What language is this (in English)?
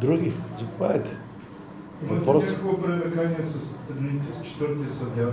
Bulgarian